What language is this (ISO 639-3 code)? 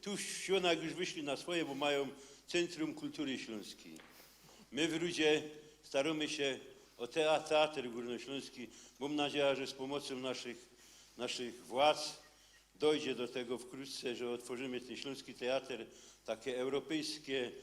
szl